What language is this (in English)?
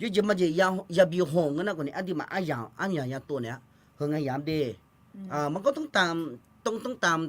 Akha